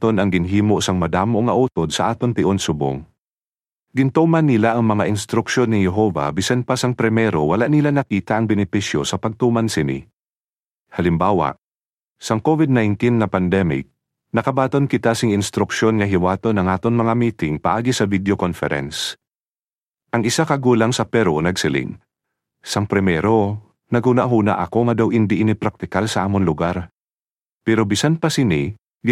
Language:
Hiligaynon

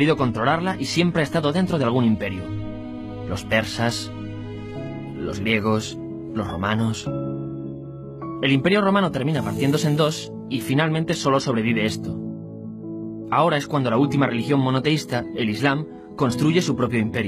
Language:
Spanish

